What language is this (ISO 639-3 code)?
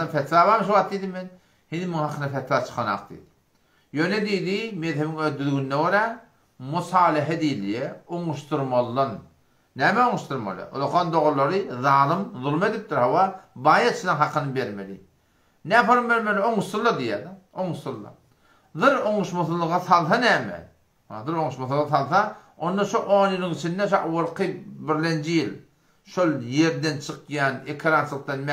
tuk